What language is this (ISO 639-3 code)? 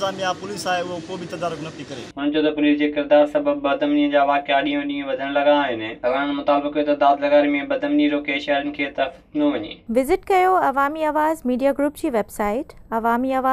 snd